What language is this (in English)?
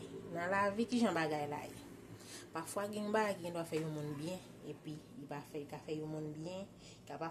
Haitian Creole